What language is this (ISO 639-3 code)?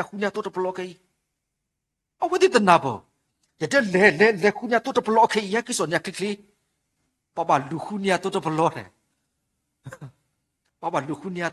ksw